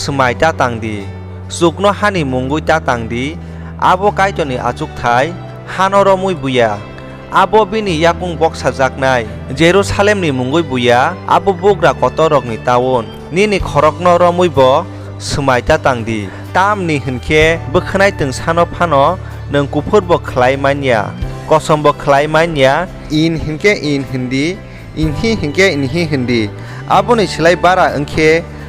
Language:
Kok Borok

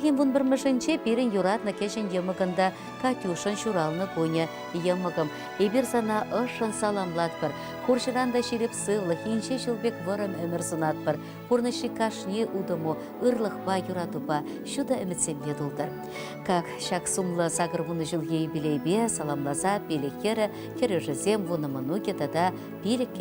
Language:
Chuvash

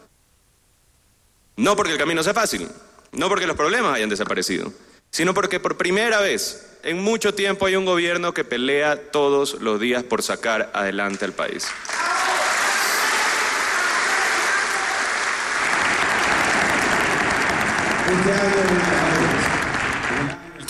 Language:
Spanish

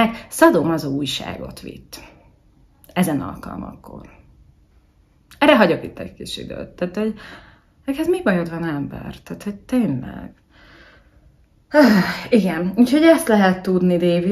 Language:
Hungarian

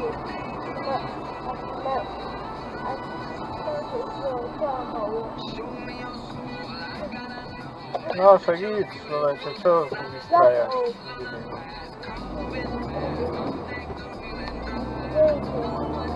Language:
Slovak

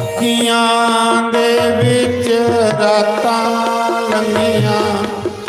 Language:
Dogri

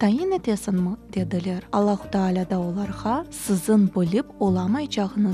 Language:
Crimean Tatar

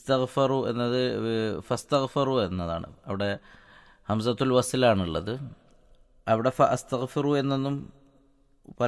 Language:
Malayalam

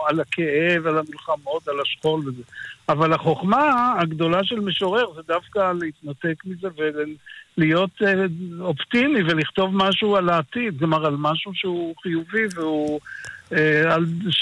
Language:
Hebrew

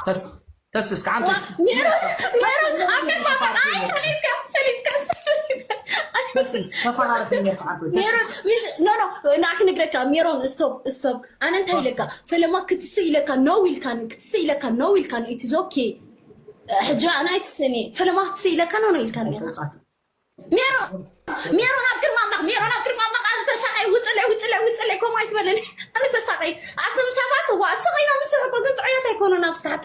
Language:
Tigrinya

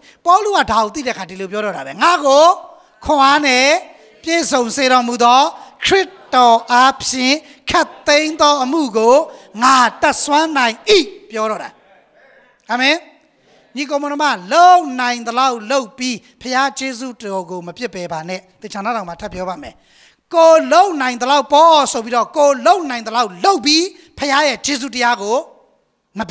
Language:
Burmese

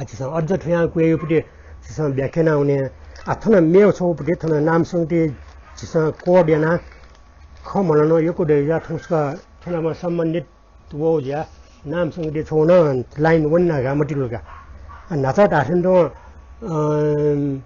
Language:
Newari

